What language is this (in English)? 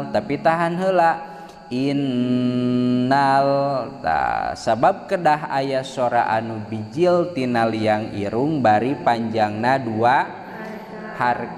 Sundanese